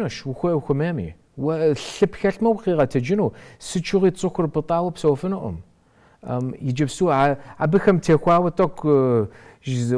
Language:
Kabardian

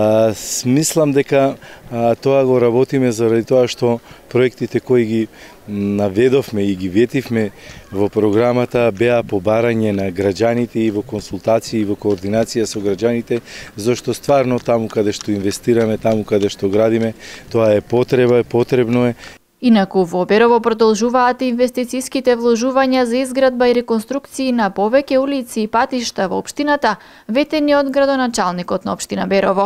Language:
Macedonian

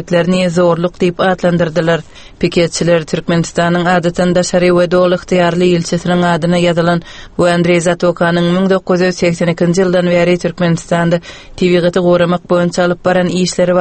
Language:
Turkmen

